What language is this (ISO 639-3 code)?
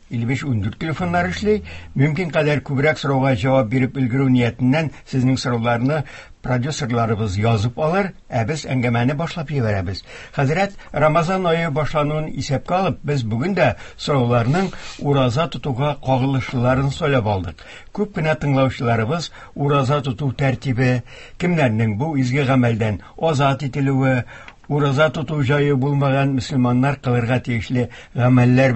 tat